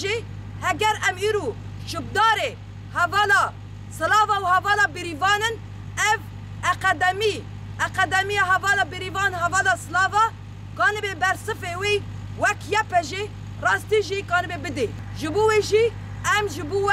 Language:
Kurdish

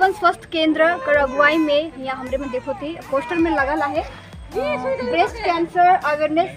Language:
Sadri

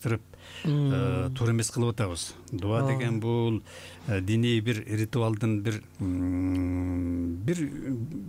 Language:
Kyrgyz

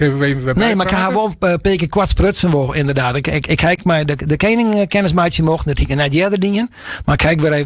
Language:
Western Frisian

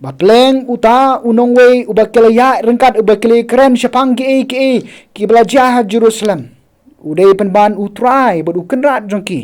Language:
Khasi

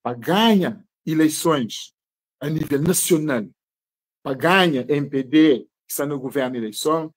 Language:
Kabuverdianu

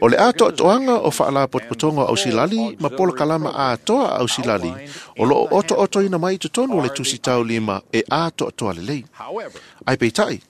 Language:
Samoan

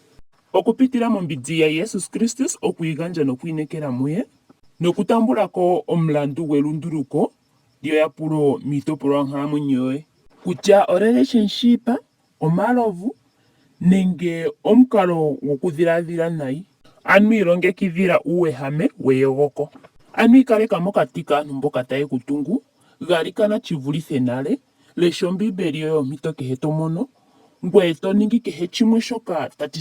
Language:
Ndonga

